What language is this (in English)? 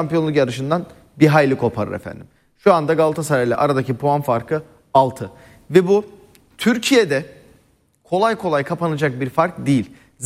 Turkish